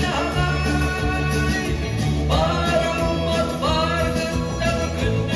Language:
Yakut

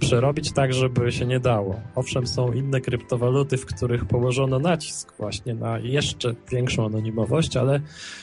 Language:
Polish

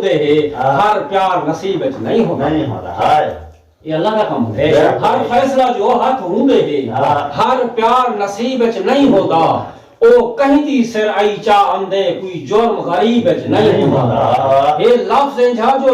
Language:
Saraiki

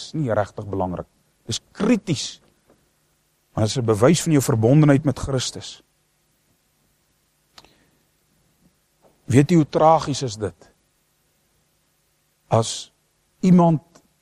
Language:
Afrikaans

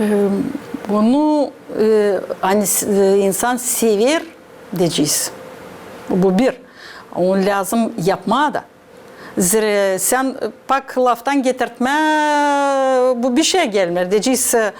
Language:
Gagauz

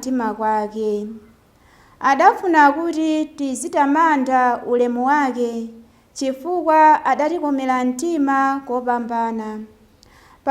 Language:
Nyanja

